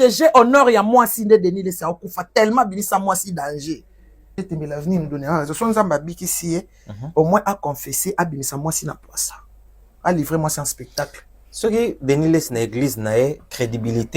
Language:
Lingala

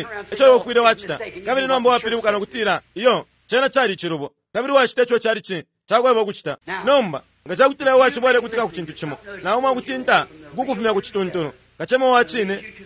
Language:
Bemba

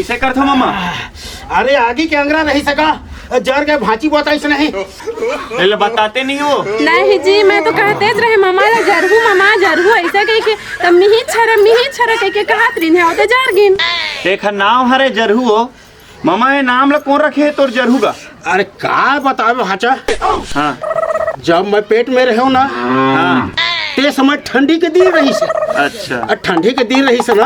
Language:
Chhattisgarhi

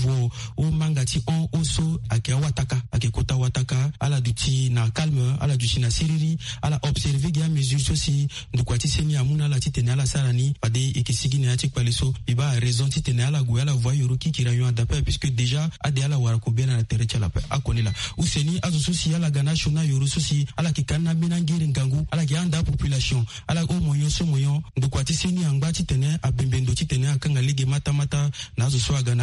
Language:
Sango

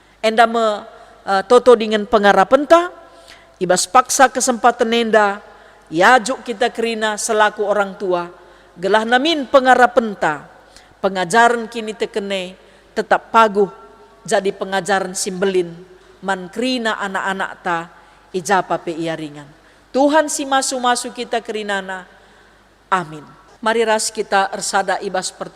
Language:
Batak Karo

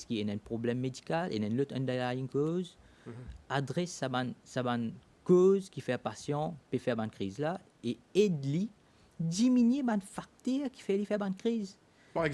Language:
Morisyen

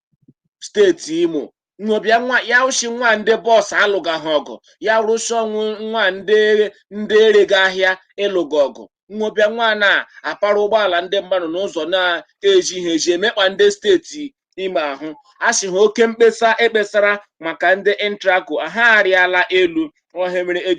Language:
Igbo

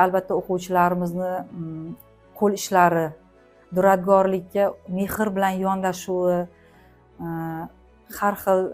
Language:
Uzbek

